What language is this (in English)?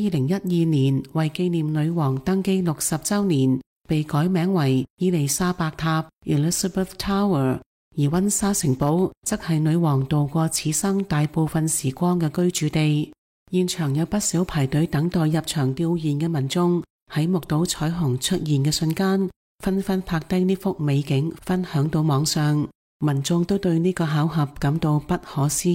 Cantonese